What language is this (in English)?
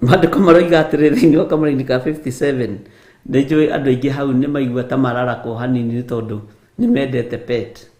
Kikuyu